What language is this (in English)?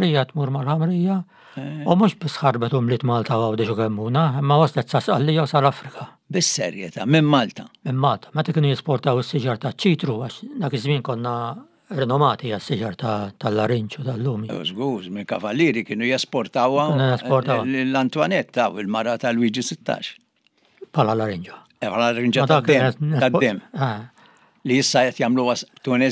Maltese